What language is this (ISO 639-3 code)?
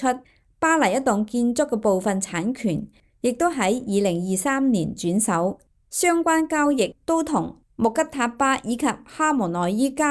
yue